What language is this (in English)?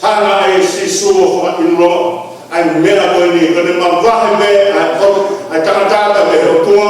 Tongan